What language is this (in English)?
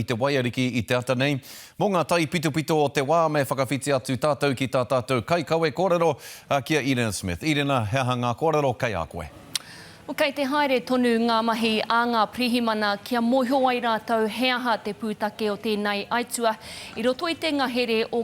Māori